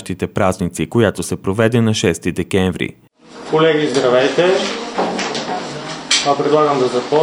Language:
Bulgarian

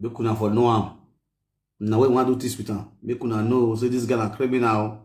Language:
Nigerian Pidgin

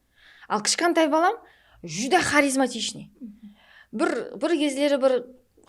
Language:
Kara-Kalpak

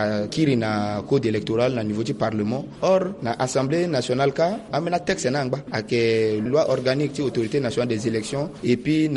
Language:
Sango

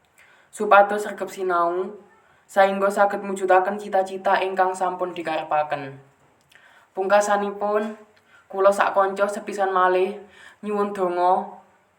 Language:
Javanese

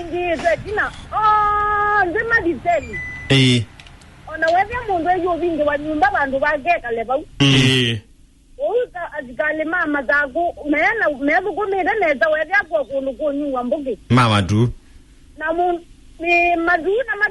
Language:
Kamba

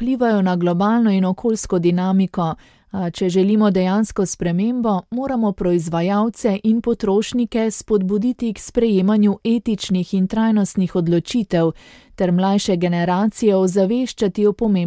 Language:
Slovenian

